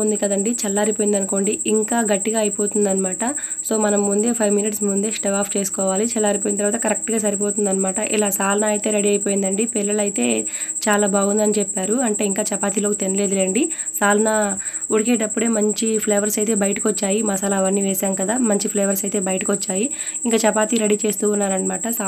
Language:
Telugu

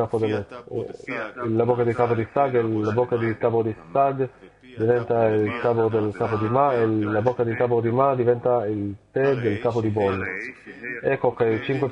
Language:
Italian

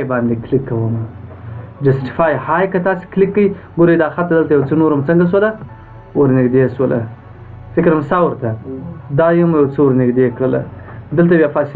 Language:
Pashto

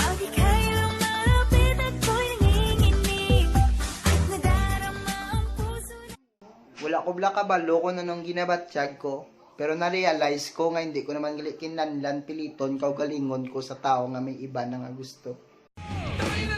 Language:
Hiligaynon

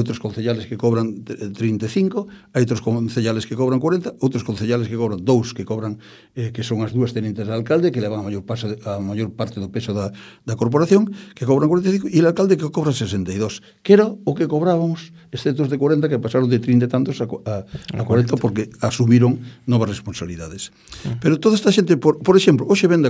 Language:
Galician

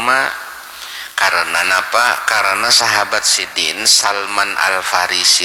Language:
Banjar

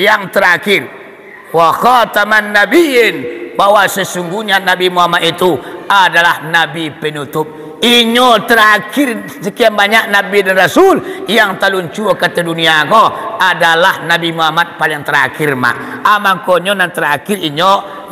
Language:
Minangkabau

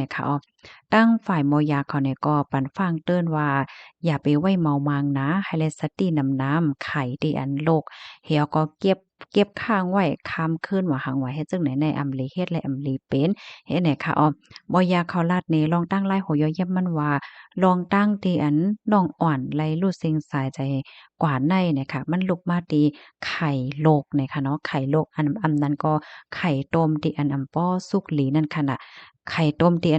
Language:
Shan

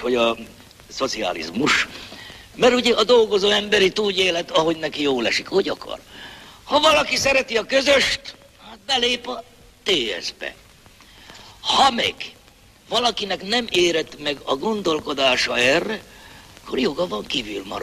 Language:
Hungarian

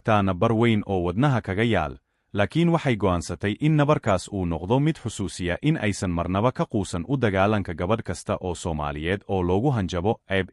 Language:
Somali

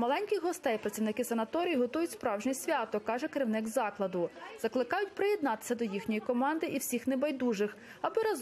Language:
Ukrainian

